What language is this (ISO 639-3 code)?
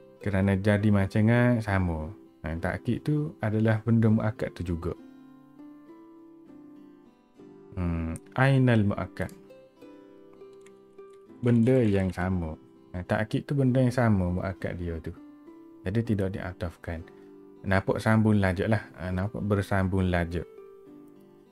msa